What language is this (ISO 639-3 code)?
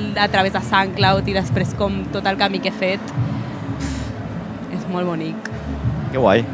cat